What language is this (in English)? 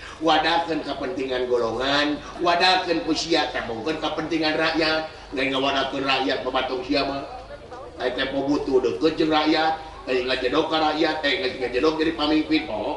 Sundanese